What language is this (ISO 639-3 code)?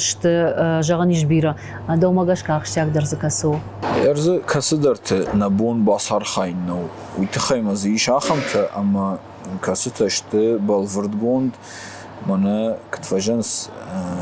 oss